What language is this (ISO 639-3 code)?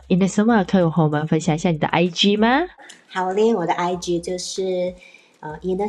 zho